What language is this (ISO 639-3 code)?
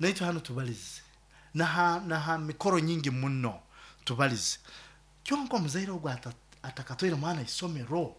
nyo